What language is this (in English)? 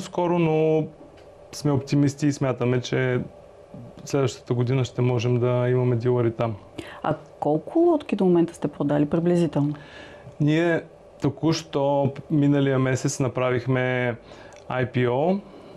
Bulgarian